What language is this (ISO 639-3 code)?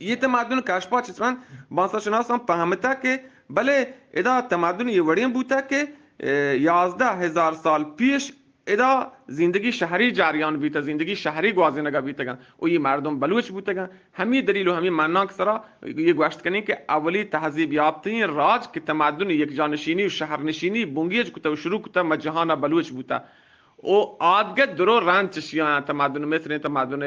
bgp